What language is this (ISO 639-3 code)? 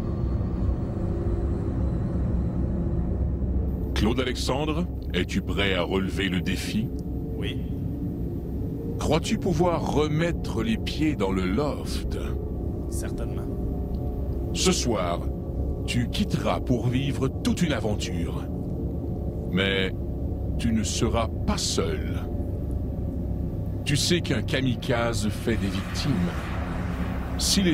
fra